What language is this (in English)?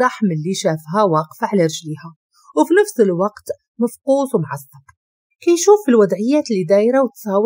Moroccan Arabic